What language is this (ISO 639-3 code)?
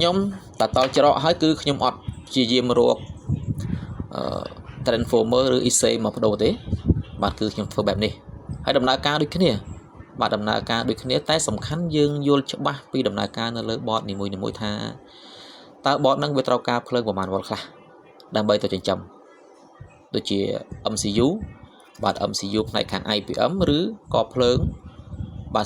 khm